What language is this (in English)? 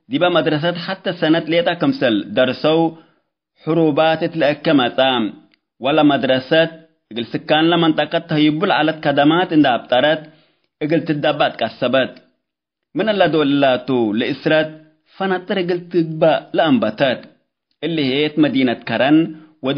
Tigre